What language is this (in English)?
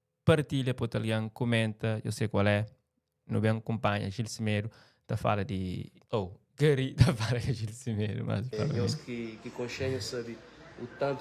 Kabuverdianu